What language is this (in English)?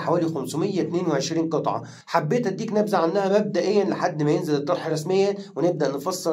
Egyptian Arabic